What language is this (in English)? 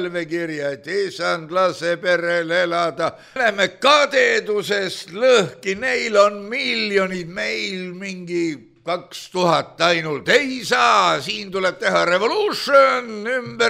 Estonian